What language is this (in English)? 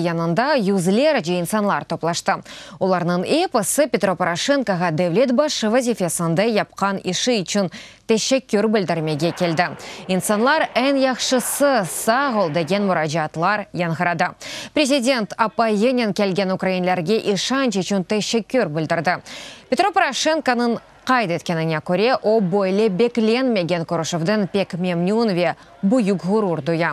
Crimean Tatar